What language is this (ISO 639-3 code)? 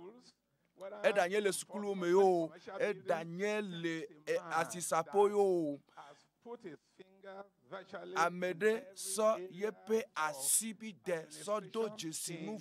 ewe